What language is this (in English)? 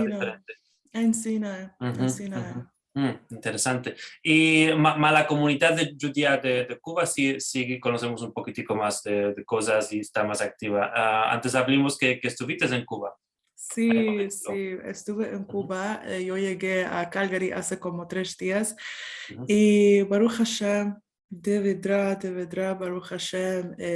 Ladino